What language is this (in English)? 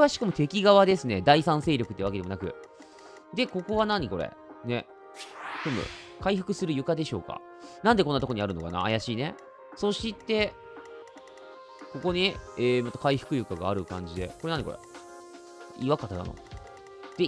Japanese